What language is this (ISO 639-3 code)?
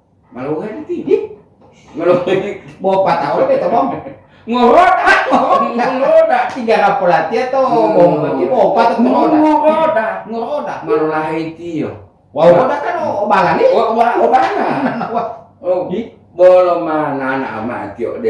gor